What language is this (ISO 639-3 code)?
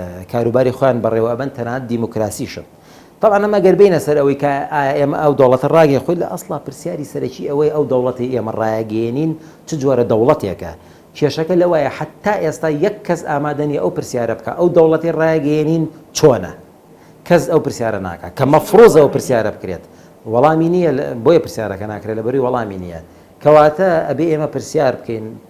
ckb